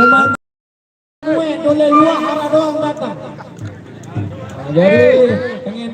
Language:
Sasak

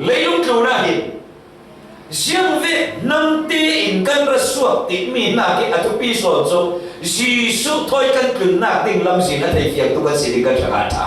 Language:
Falam Chin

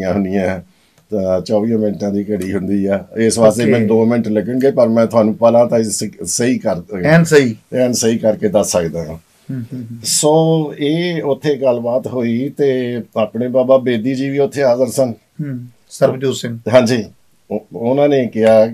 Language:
Punjabi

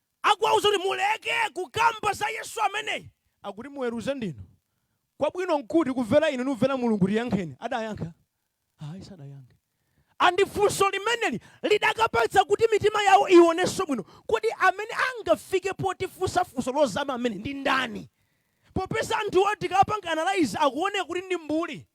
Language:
Nyanja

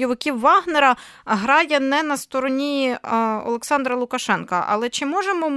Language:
Ukrainian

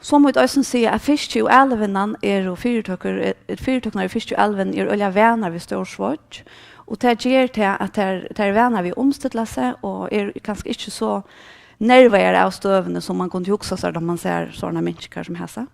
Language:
Faroese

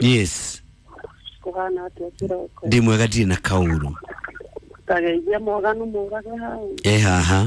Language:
Kikuyu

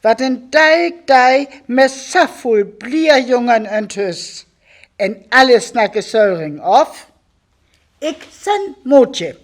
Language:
Northern Frisian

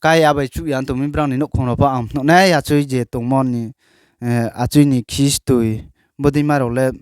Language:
Riang (India)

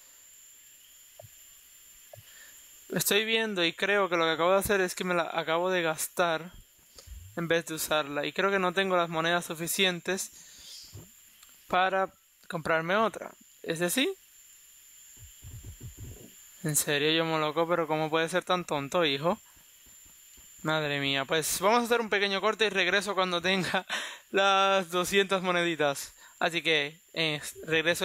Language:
Spanish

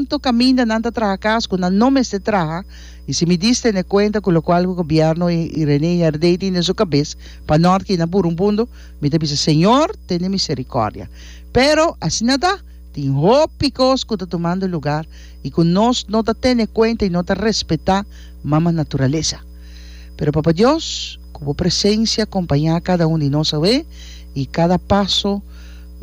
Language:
Papiamento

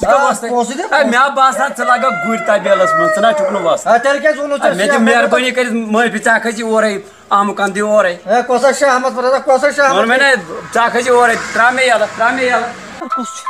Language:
Kashmiri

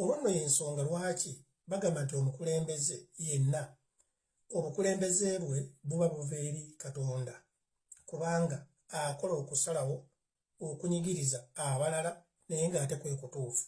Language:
Ganda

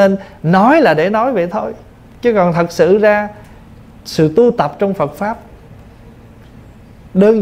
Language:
Vietnamese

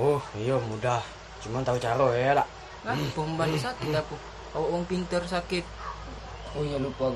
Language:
Musi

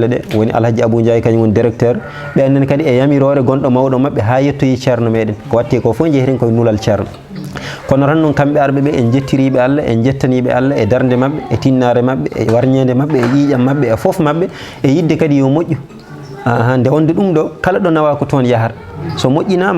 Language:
Fula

